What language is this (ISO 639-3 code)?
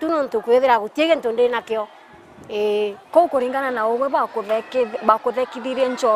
mer